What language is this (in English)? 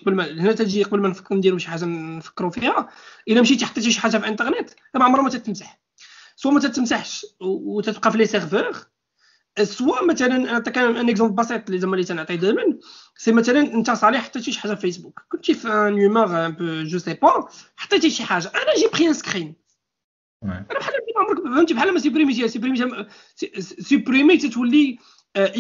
Moroccan Arabic